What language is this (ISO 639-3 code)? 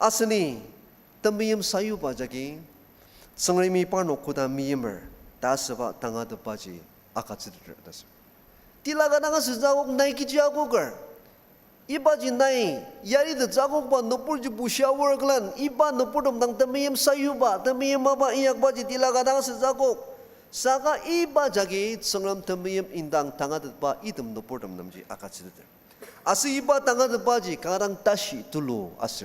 njo